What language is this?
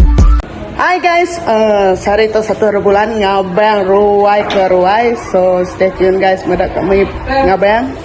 Iban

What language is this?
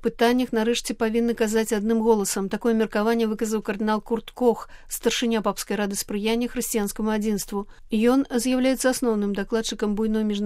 Belarusian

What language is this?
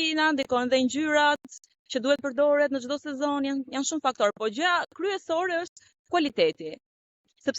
Albanian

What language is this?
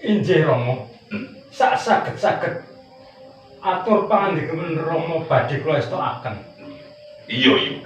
Javanese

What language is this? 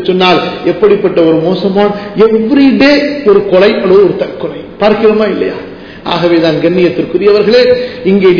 Tamil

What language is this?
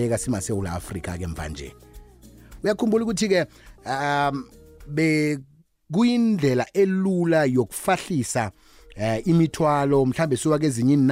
South Ndebele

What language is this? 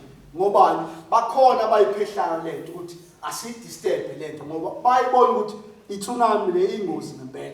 Zulu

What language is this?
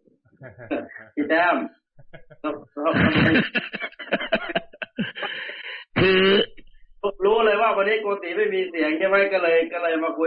Thai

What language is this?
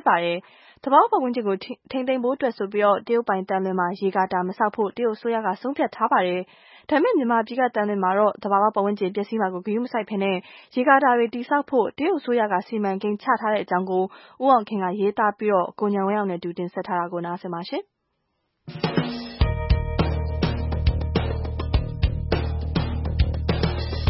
Burmese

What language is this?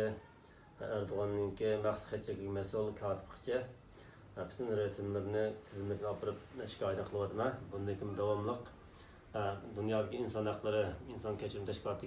Uyghur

